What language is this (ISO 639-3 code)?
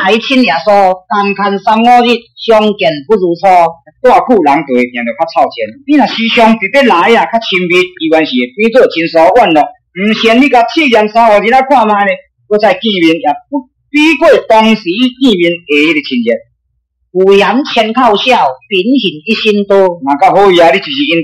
nan